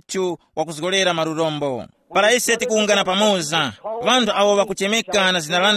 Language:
Tumbuka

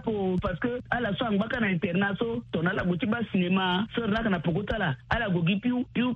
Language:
Sango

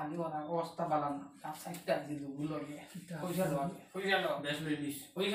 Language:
Sylheti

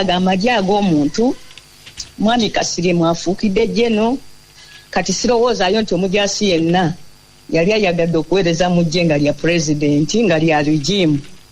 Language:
Ganda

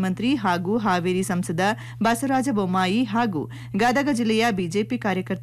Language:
Kannada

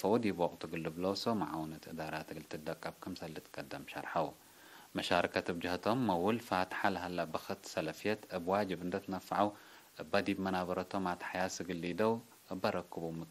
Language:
Tigre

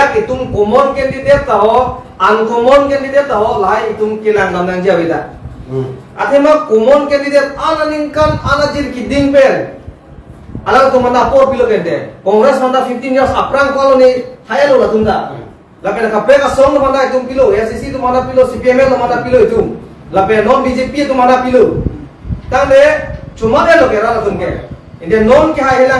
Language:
Karbi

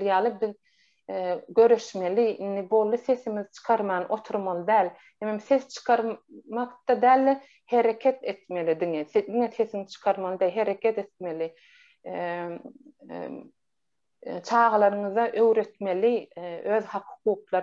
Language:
Turkmen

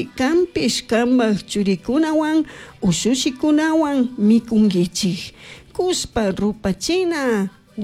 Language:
Chimborazo Highland Quichua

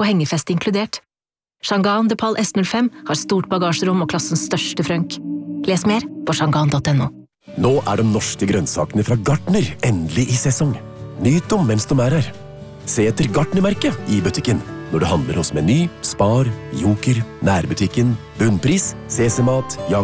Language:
Norwegian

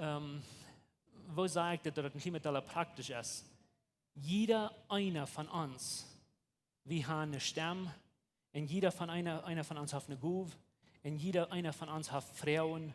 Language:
Plautdietsch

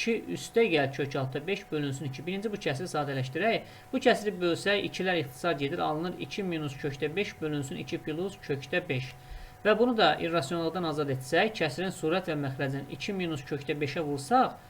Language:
Azerbaijani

